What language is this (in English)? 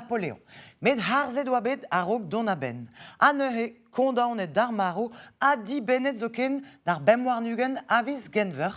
Breton